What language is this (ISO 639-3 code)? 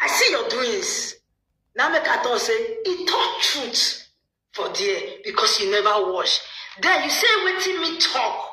pcm